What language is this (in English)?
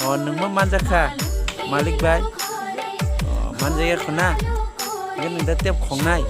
Kok Borok